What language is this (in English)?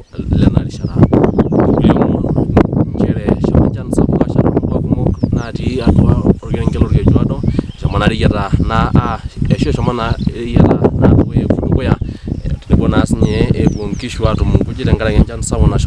Masai